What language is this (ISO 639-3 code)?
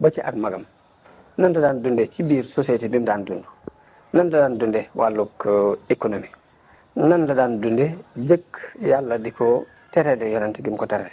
wol